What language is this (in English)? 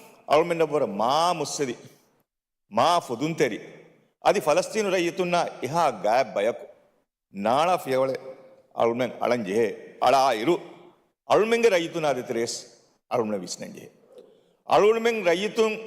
Divehi